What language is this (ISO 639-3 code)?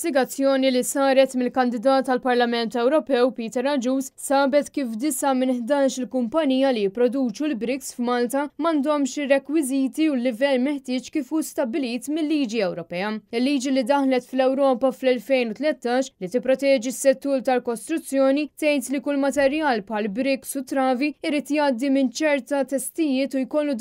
mlt